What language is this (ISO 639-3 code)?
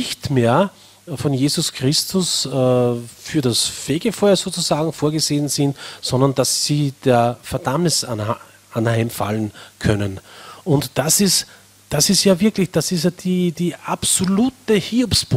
deu